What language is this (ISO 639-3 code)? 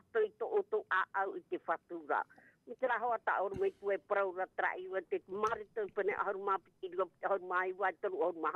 tah